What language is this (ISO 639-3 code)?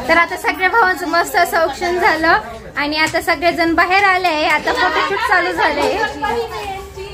mar